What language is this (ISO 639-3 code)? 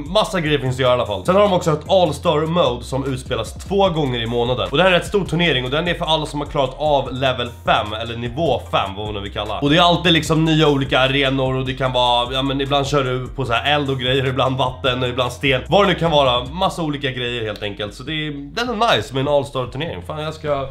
swe